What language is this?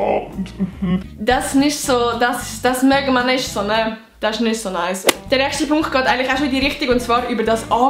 Swiss German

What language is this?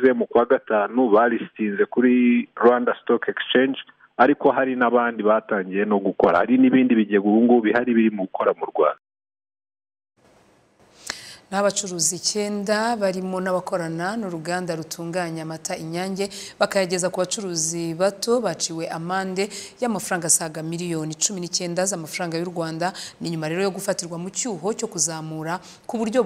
Kinyarwanda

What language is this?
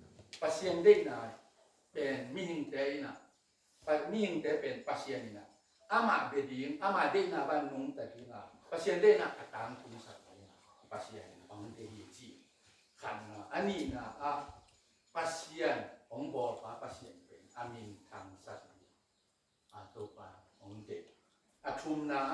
Tedim Chin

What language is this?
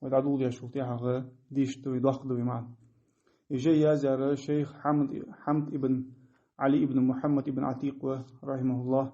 Ingush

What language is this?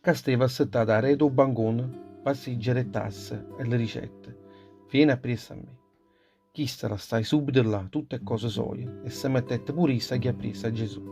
Neapolitan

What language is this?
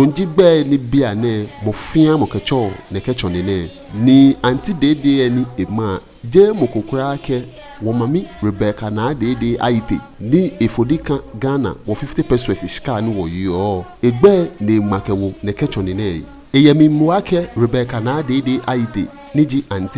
Ga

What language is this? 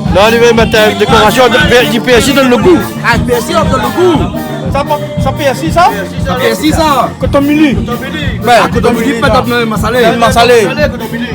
Réunion Creole French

